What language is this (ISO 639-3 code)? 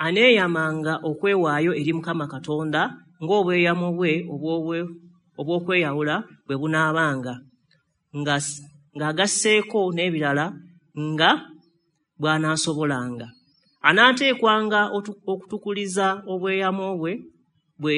lug